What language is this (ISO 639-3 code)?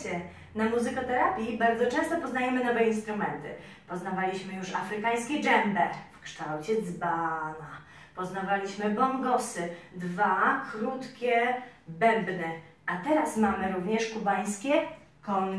pol